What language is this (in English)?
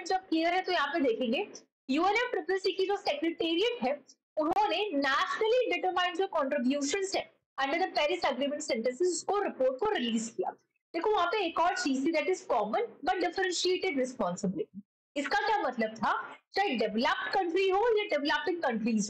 Hindi